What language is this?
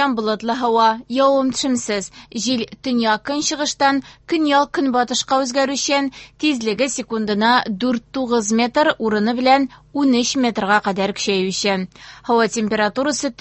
Tatar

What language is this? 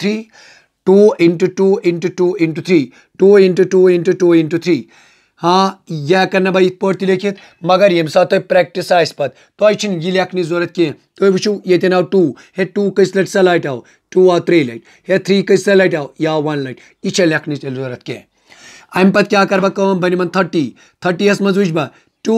Kashmiri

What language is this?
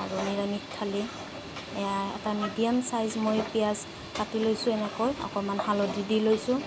Assamese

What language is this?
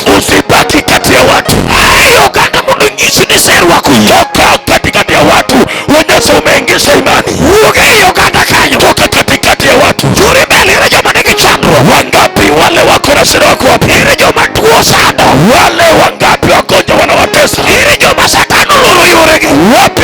Luo (Kenya and Tanzania)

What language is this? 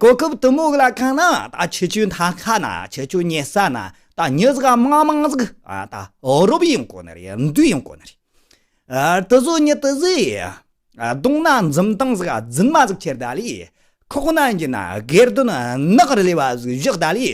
Tibetan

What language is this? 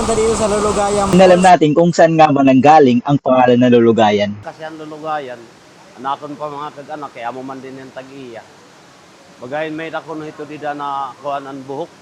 Waray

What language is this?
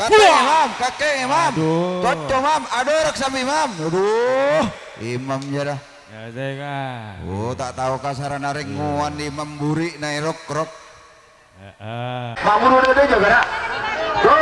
Madurese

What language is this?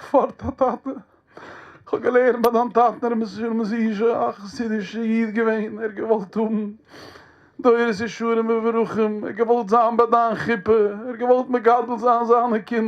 Yiddish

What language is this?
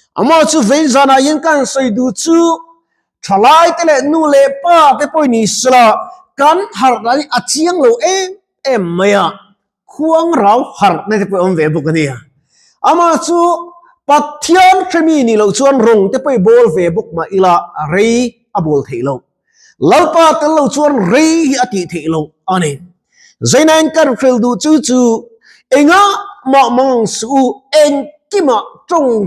Mizo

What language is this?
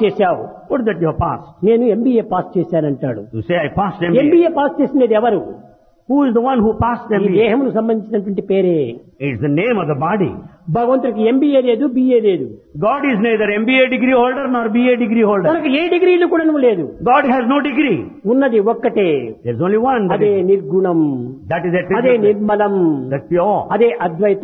Telugu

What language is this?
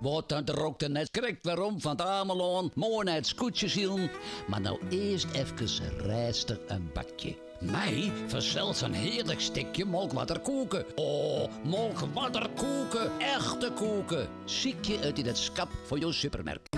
Western Frisian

